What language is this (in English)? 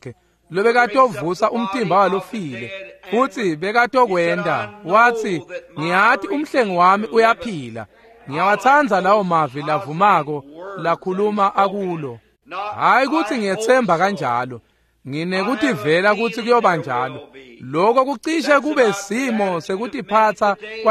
Swati